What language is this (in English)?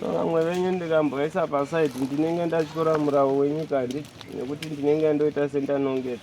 Shona